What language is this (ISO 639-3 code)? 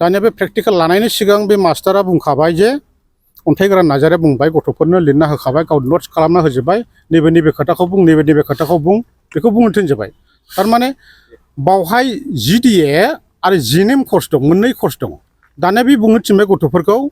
brx